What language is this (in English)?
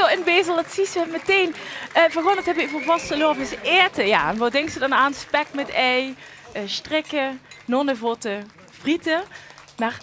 Limburgish